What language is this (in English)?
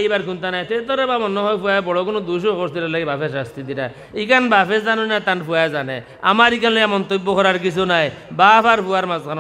Sylheti